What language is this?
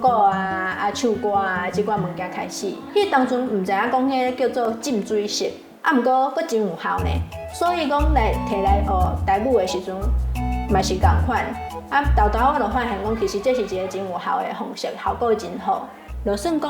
Min Nan Chinese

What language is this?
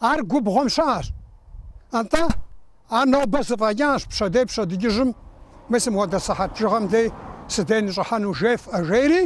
Kabardian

